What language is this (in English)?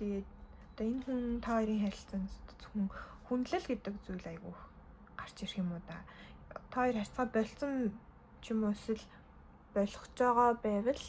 Mongolian